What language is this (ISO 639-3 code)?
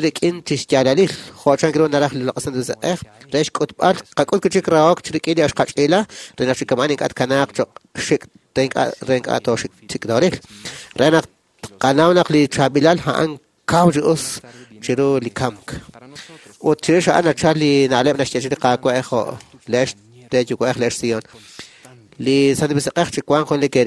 kek